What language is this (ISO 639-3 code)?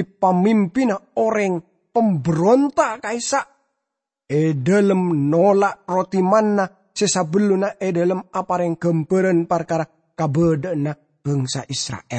mad